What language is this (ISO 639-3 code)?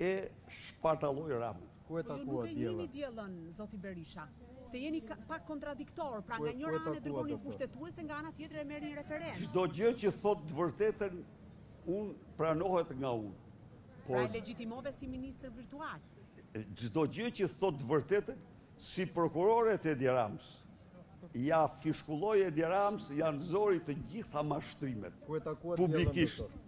sqi